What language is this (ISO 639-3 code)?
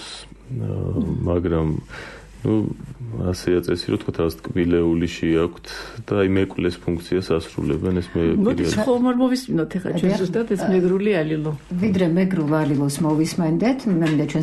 kat